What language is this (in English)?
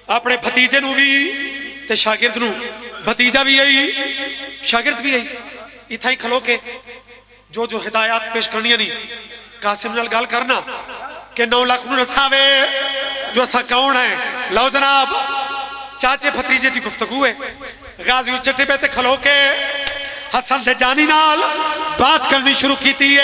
Pahari-Potwari